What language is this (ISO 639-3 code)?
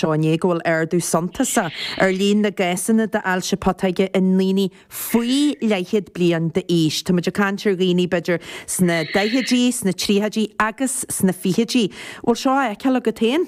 gle